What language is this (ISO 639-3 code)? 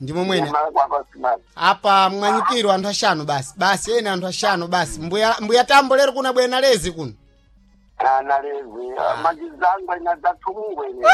seh